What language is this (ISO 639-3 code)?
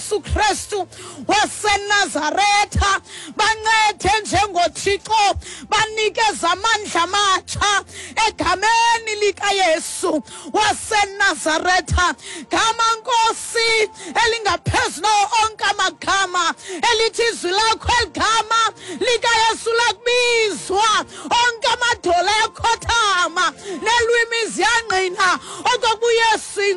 xho